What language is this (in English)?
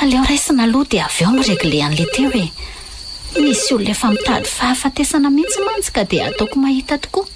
Malagasy